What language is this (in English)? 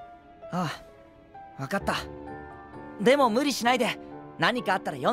Japanese